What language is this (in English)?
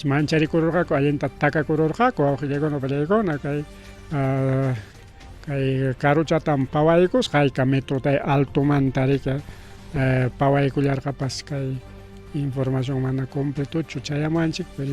Ayacucho Quechua